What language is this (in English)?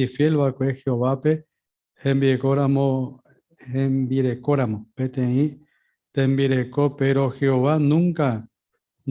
Guarani